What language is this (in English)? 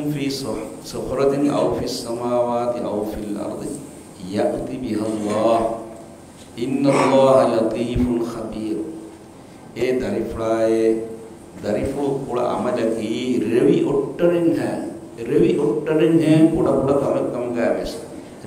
Divehi